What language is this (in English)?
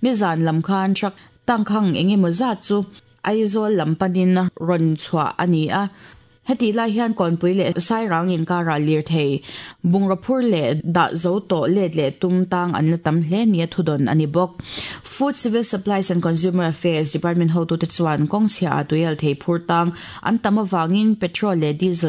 Mizo